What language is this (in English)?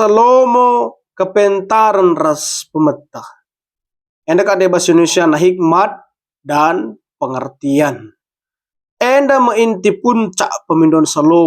Batak Karo